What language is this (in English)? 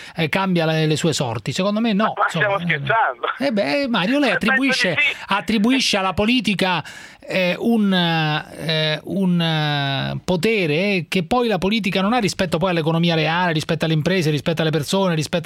Italian